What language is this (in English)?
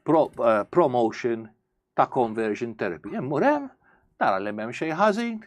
Maltese